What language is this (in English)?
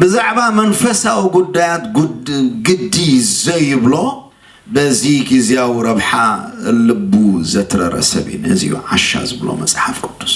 Tigrinya